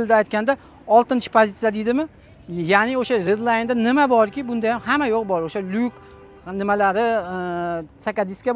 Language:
Uzbek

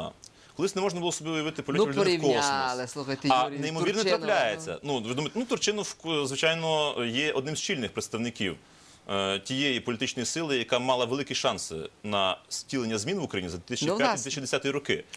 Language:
Ukrainian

